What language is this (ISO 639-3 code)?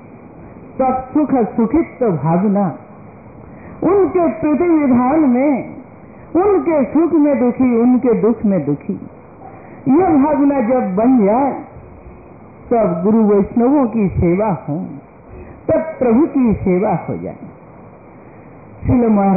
hin